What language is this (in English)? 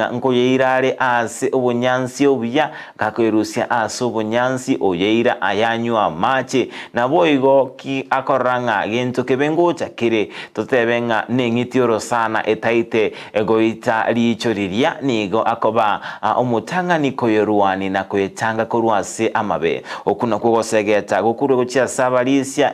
Gusii